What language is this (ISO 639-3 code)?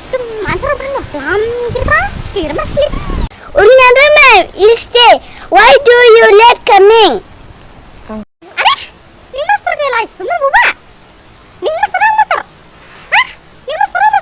dis